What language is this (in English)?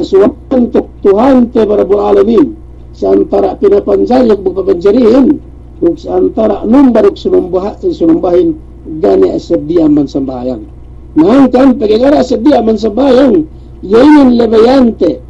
Yakan